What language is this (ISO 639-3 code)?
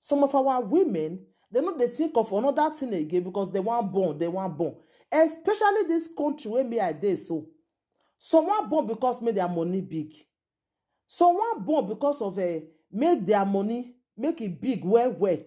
pcm